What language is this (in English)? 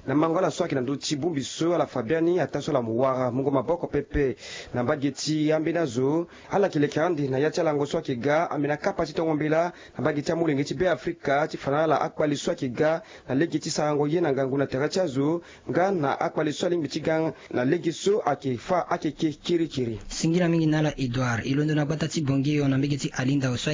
Sango